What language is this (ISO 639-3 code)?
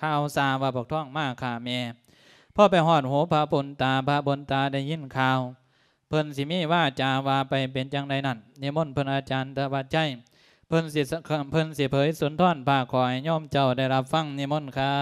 lao